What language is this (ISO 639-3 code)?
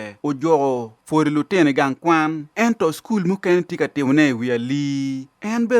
ach